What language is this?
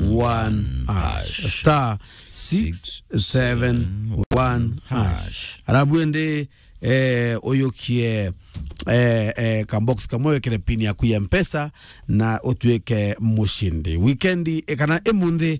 Meru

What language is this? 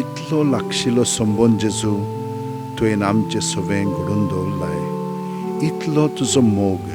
Konkani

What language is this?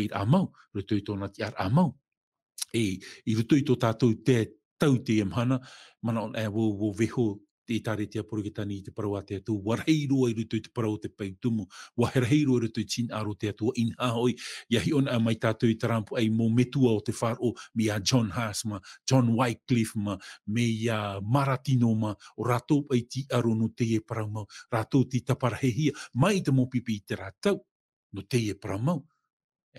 Tahitian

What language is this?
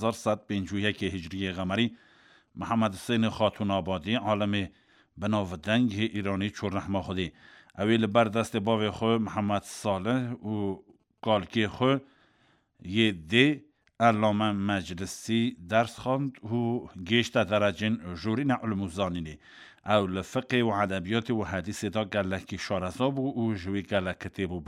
Kurdish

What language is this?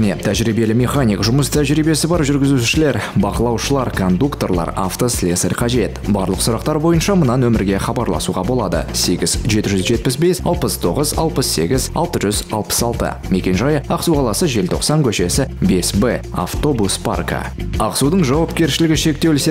Kazakh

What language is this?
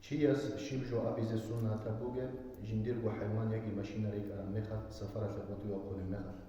Avaric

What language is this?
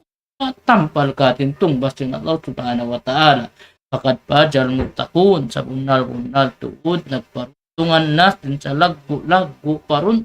Tausug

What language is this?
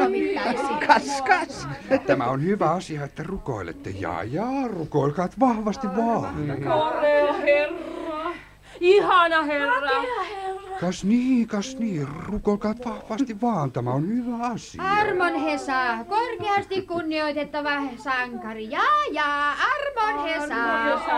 Finnish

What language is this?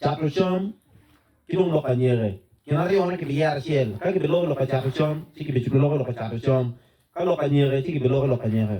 Acoli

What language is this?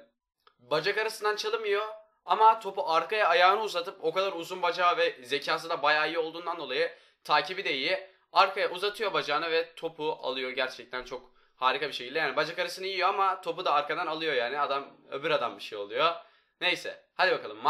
Turkish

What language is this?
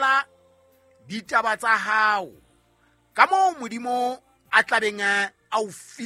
Southern Sotho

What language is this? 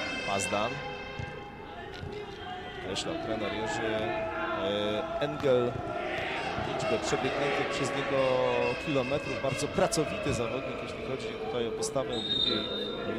Polish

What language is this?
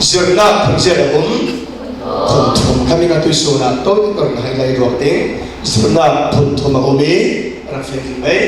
Falam Chin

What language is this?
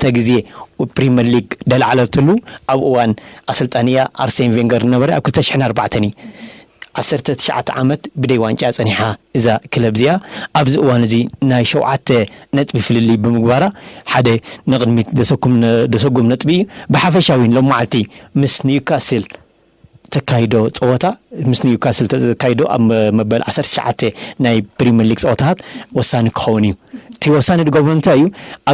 Tigrinya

